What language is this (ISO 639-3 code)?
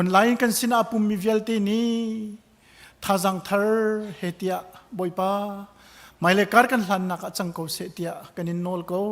cnh